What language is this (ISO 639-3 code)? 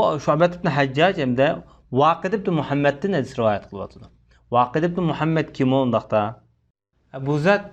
uig